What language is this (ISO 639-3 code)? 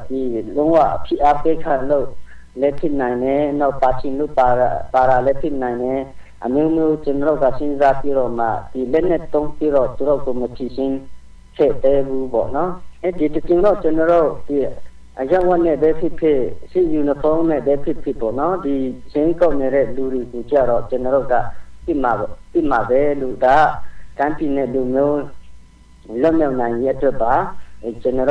mya